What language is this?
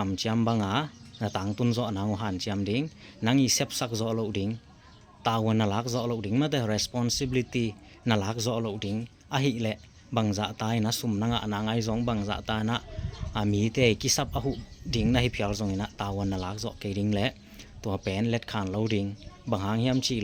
Tedim Chin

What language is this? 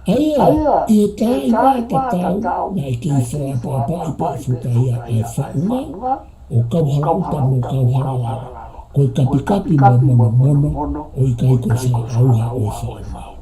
Tongan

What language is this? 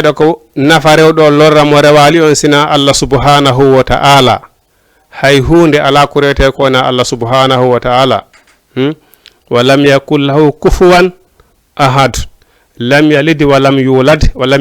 Fula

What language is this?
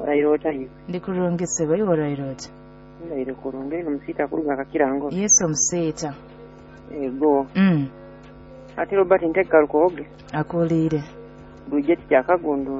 Nyoro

